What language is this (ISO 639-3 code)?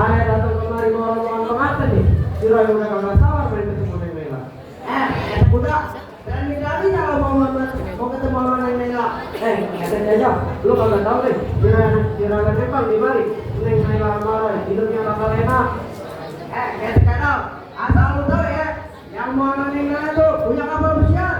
bew